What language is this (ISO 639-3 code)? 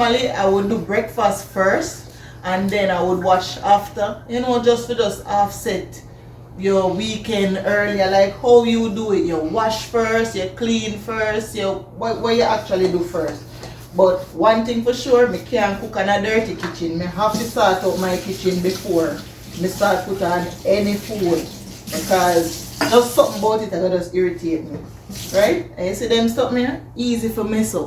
jam